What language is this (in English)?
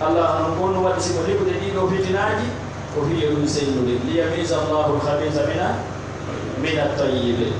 Fula